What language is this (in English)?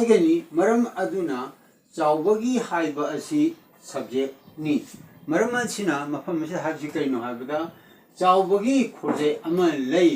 Manipuri